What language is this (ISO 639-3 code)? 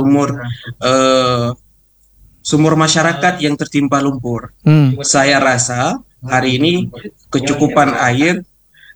ind